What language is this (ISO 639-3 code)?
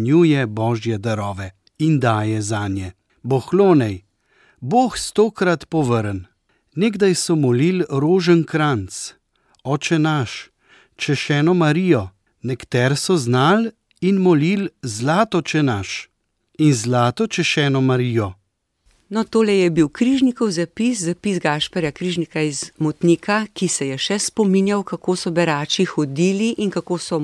slv